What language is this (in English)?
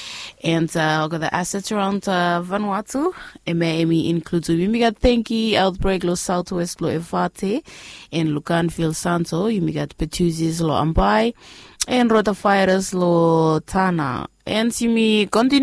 Bislama